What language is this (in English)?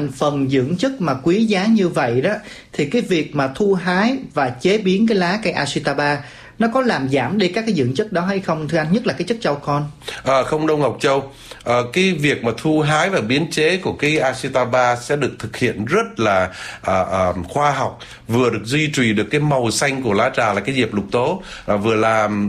Vietnamese